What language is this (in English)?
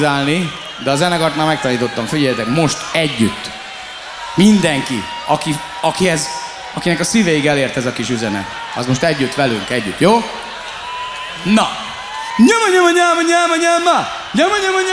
Hungarian